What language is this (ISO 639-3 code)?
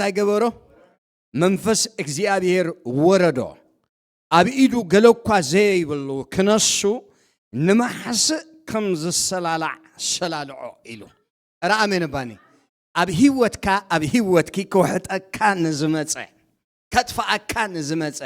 tir